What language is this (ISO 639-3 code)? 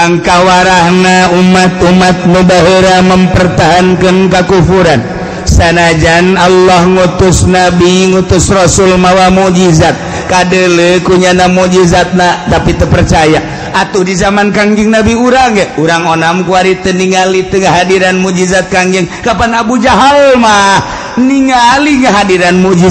sun